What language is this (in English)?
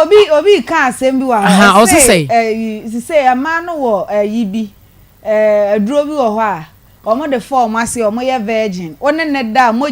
Akan